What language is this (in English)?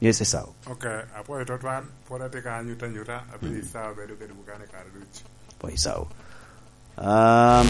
Lango (Uganda)